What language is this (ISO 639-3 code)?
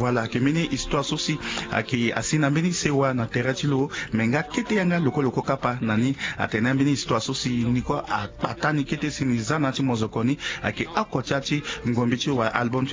sag